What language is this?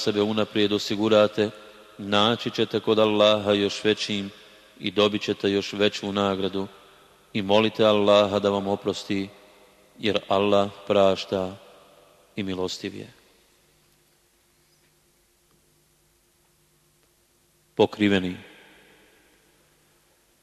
Bosnian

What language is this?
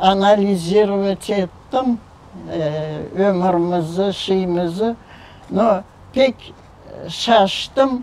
Crimean Tatar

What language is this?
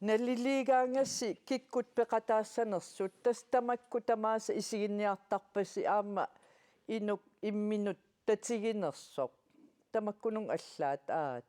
Kalaallisut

